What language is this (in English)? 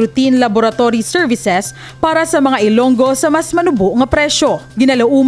Hiligaynon